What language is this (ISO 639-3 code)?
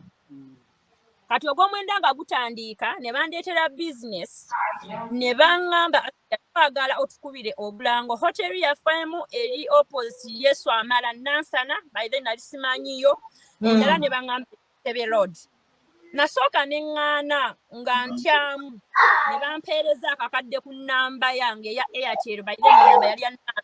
lug